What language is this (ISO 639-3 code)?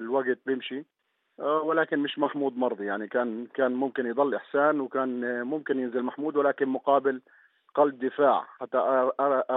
apc